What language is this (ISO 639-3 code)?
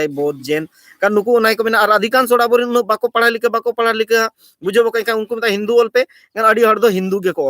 sat